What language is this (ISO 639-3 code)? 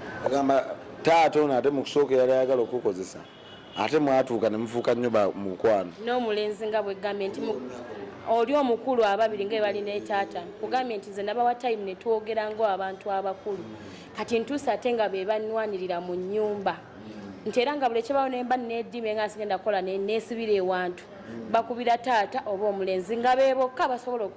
lug